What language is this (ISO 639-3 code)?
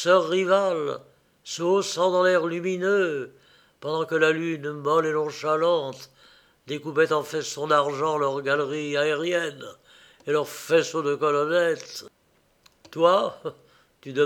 fra